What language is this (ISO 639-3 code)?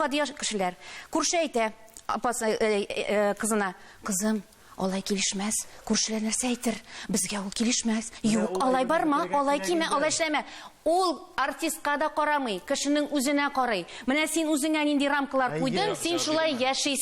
tat